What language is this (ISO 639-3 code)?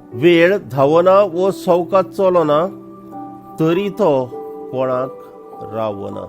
kok